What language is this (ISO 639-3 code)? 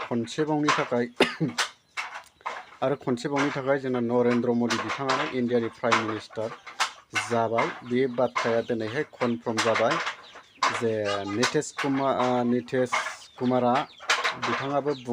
brx